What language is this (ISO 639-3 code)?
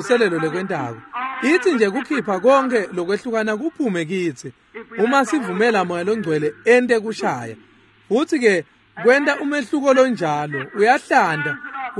ssw